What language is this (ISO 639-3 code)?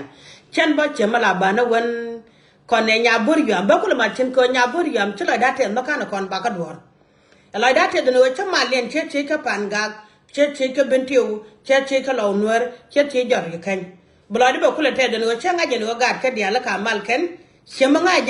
nus